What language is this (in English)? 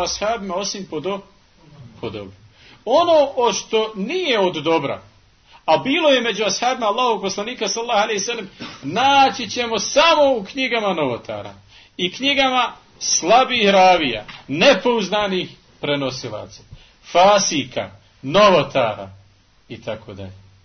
Bosnian